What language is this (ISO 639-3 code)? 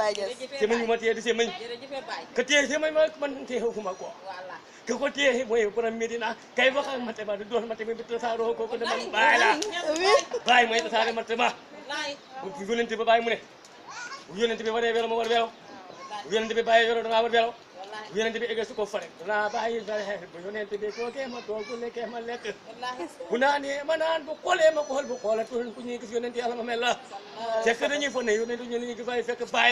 wol